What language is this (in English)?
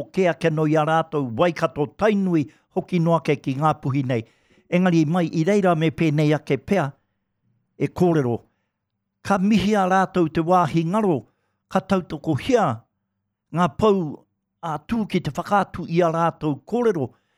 Māori